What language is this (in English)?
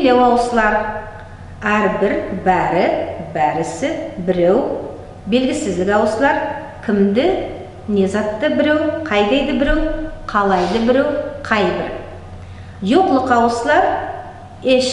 Nogai